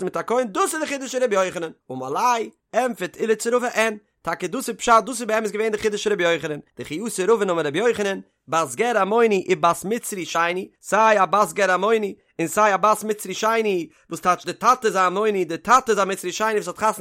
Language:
Yiddish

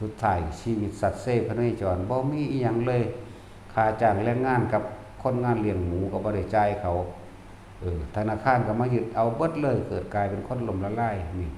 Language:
Northeastern Thai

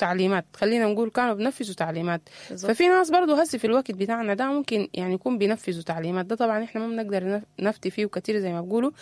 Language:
Sudanese Arabic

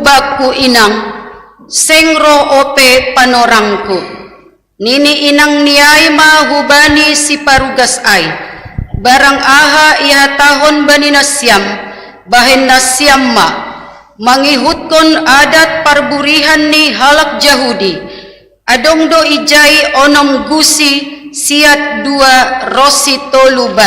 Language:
Batak Simalungun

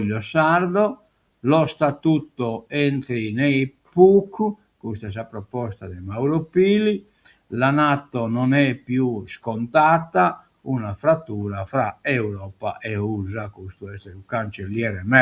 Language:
Sardinian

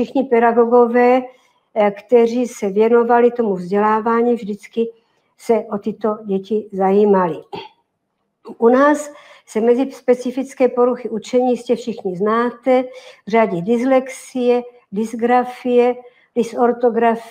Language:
Czech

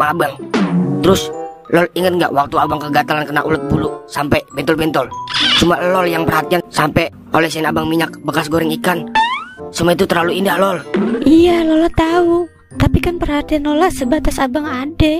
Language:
Betawi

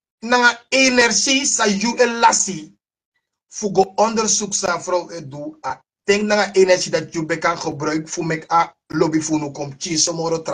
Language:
Sranan Tongo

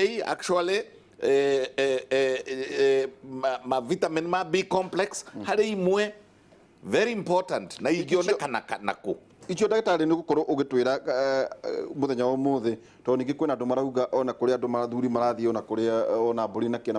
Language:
Kikuyu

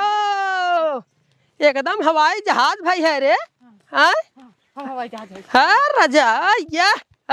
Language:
Awadhi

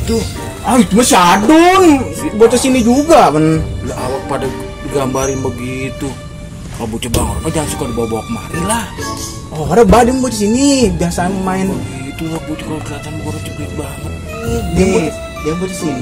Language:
Betawi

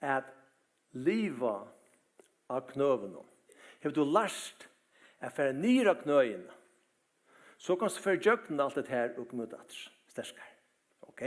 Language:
Faroese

